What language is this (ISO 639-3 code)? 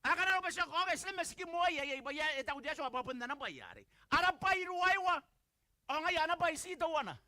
gil